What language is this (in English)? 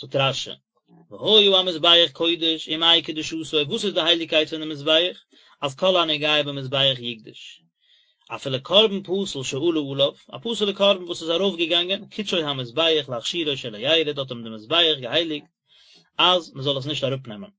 Yiddish